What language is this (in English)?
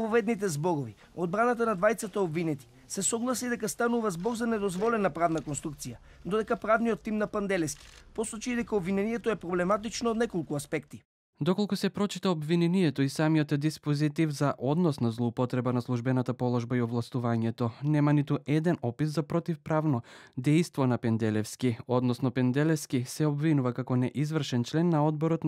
Macedonian